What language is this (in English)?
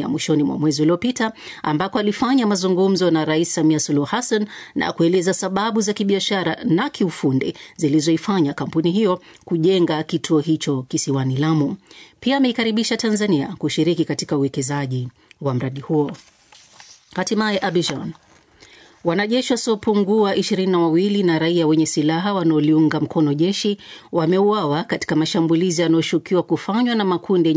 Swahili